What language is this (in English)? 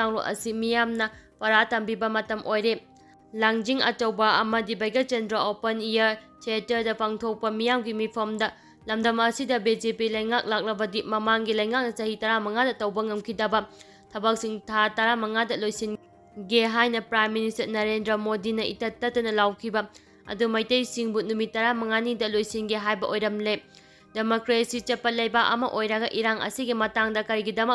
Manipuri